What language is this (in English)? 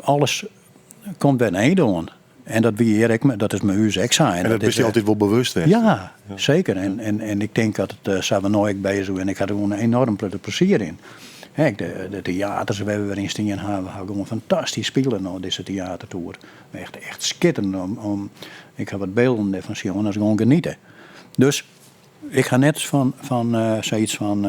Western Frisian